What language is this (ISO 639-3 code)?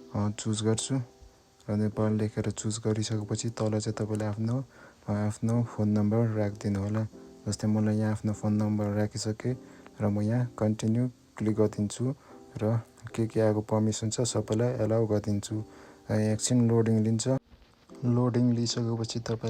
nep